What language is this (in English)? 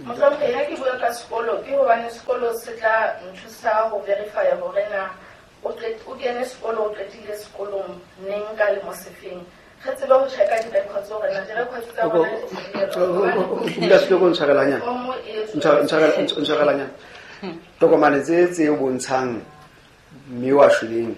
Southern Sotho